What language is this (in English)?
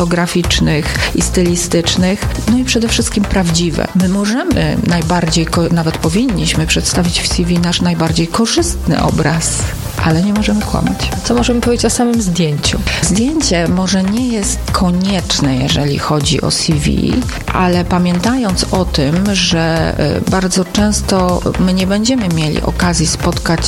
Polish